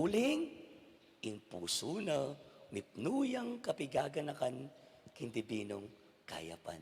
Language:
Pampanga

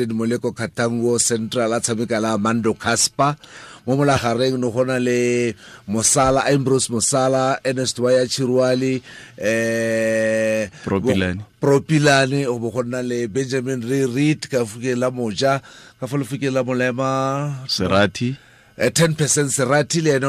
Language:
Tswana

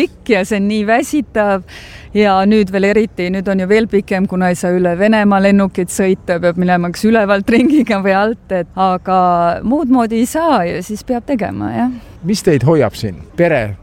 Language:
Estonian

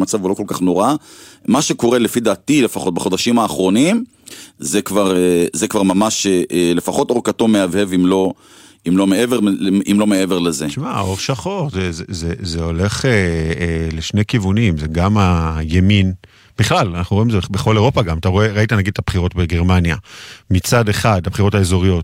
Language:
Hebrew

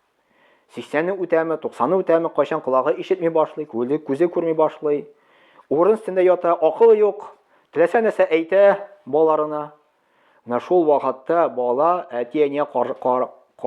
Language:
Tatar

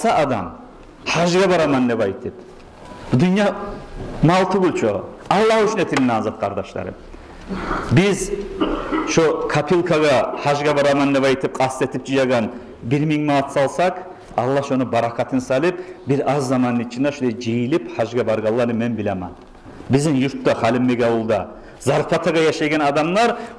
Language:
Kumyk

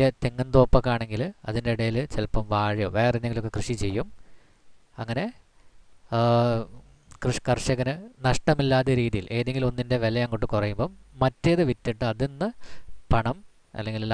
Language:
Malayalam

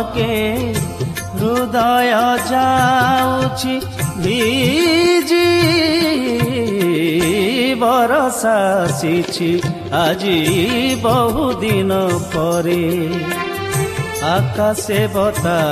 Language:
Odia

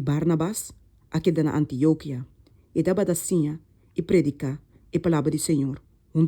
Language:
Papiamento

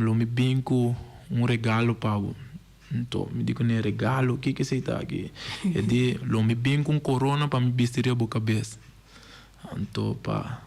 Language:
Papiamento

